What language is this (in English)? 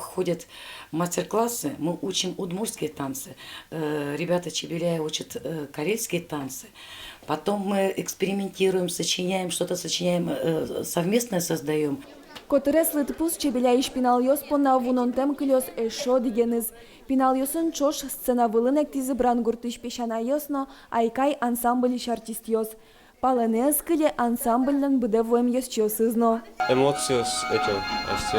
Udmurt